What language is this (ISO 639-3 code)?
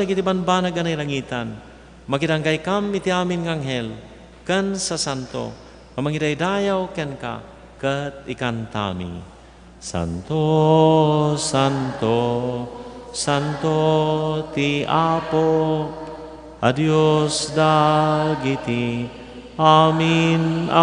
ilo